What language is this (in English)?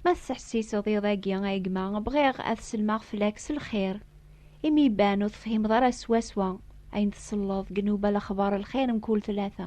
Kabyle